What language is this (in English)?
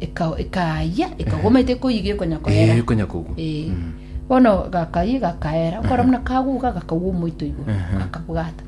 Gusii